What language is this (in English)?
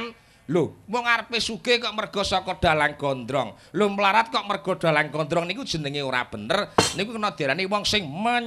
Javanese